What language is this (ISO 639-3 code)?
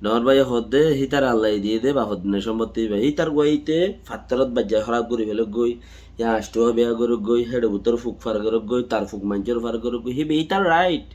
rhg